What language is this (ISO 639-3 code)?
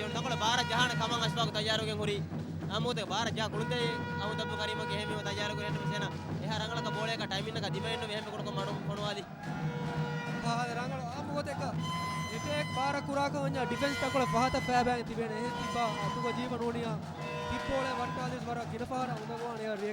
div